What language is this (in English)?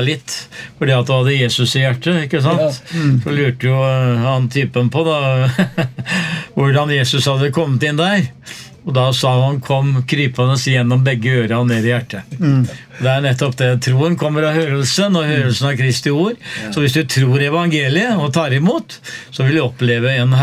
Norwegian